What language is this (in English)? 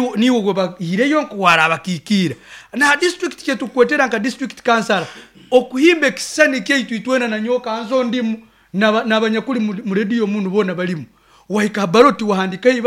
Nyankole